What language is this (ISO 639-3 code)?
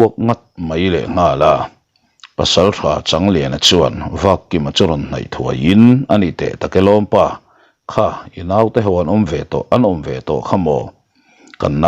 lus